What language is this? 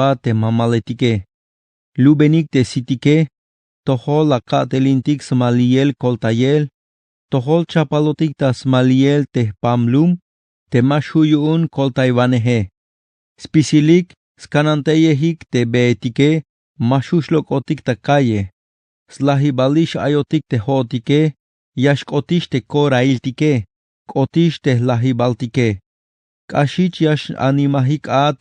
Tzeltal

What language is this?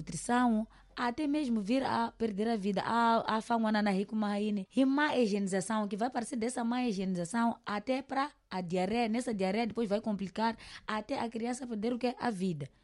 Tsonga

